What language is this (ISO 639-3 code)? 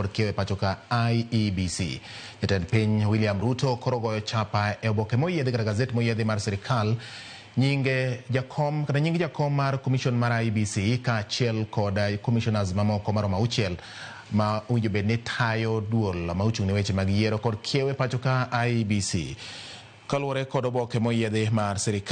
luo